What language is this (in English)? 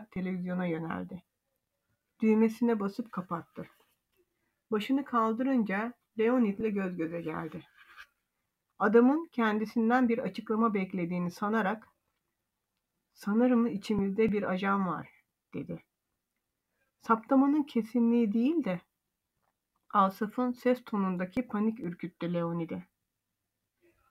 Turkish